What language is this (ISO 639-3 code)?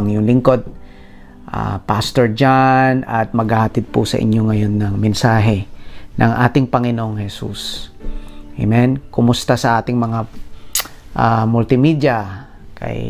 fil